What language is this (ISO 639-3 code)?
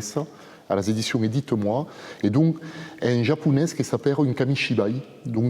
oci